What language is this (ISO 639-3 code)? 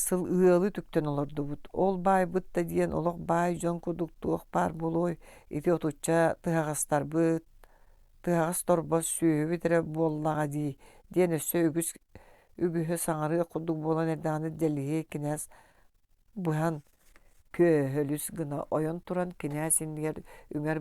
sah